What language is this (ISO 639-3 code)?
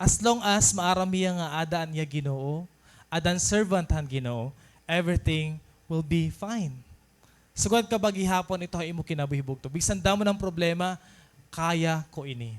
war